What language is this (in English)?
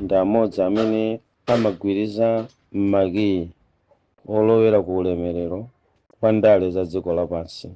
Nyanja